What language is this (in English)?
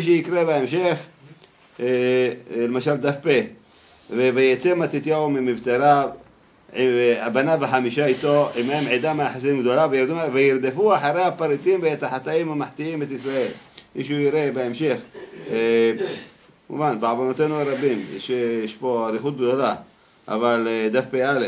Hebrew